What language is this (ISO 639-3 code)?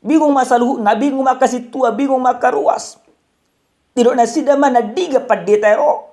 bbc